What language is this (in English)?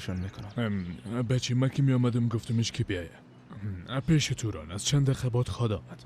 Persian